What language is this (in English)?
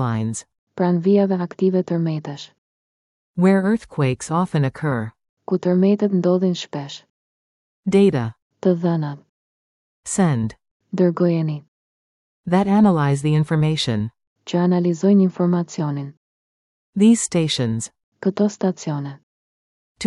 Albanian